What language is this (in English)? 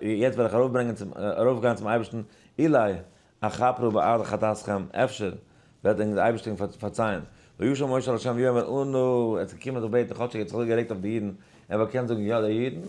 Yiddish